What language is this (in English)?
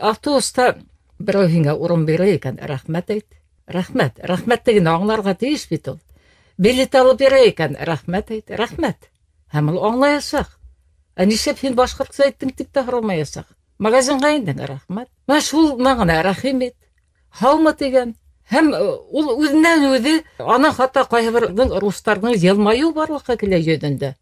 Bashkir